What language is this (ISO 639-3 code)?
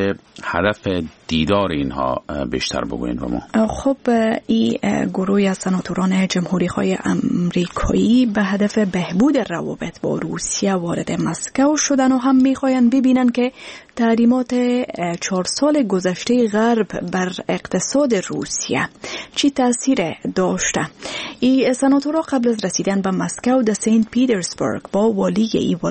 fas